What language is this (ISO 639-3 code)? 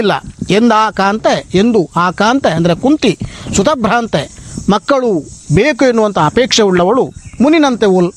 kan